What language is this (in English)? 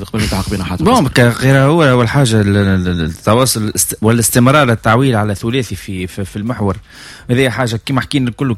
Tunisian Arabic